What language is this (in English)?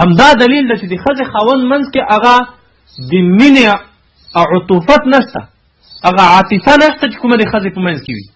Pashto